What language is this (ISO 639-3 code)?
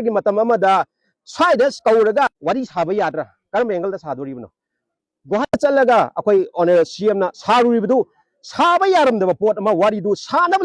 mni